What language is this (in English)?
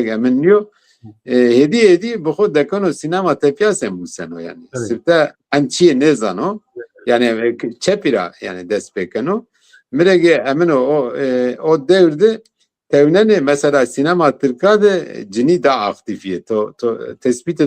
Zaza